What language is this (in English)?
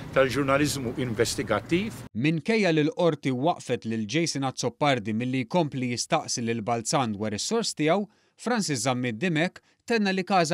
Maltese